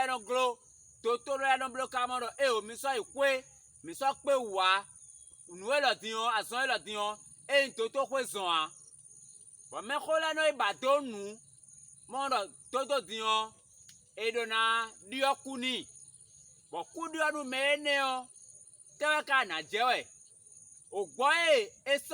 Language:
Fon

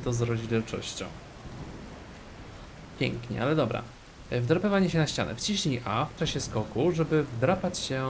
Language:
Polish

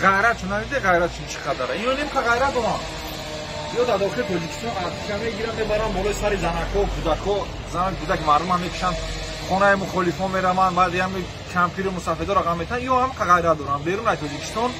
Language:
Tajik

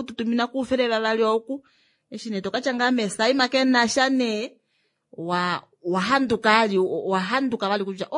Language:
Kuanyama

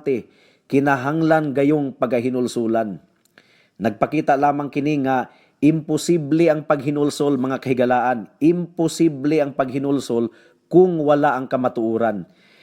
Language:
Cebuano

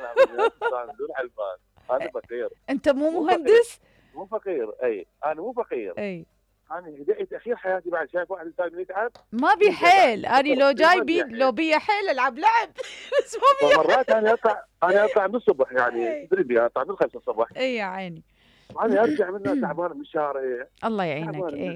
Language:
Mesopotamian Arabic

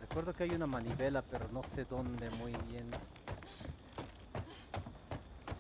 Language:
Spanish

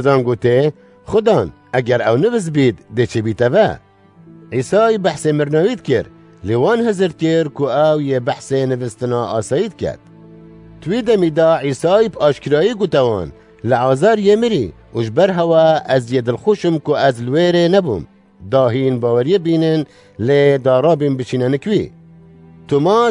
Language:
Kurdish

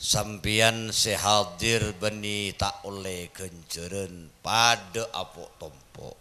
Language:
Madurese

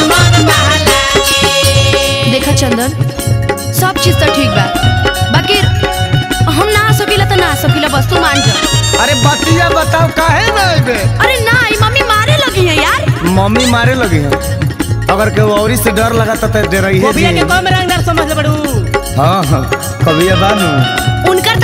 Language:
Bhojpuri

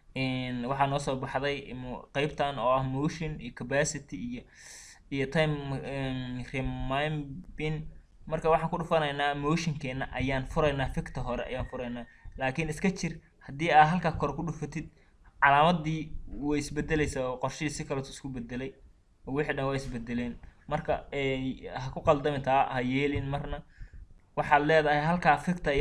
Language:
Somali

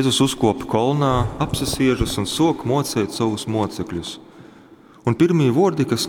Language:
Latgalian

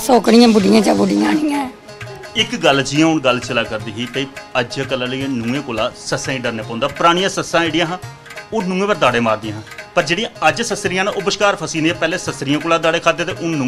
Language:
Dogri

